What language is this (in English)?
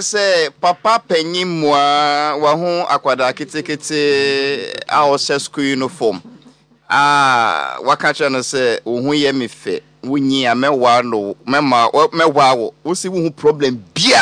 Akan